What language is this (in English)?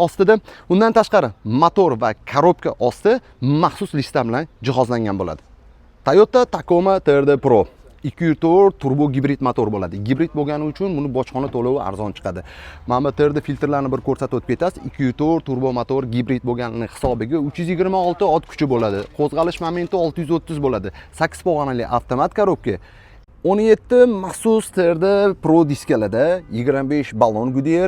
Uzbek